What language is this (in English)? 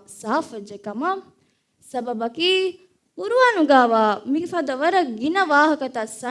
Divehi